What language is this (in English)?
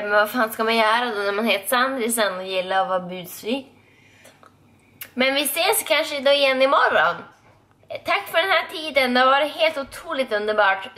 Swedish